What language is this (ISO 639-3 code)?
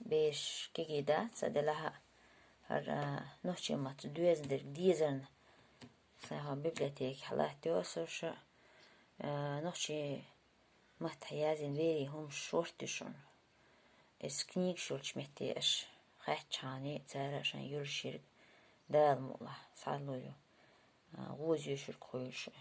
che